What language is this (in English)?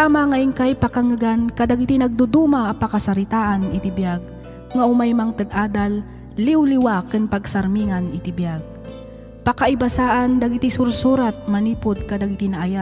Iloko